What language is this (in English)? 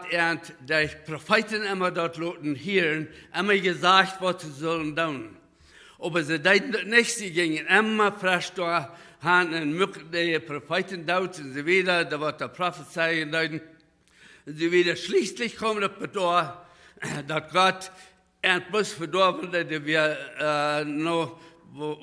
Plautdietsch